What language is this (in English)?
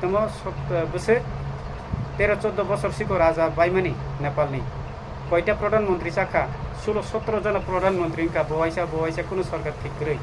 Kok Borok